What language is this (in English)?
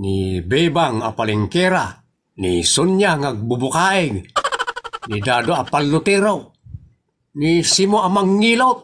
Iloko